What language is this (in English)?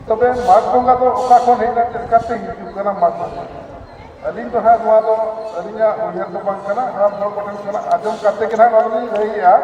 Santali